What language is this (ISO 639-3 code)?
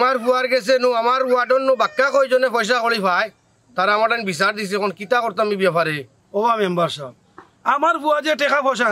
syl